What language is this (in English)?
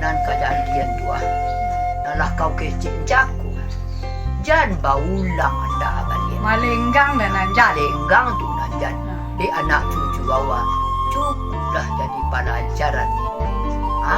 Minangkabau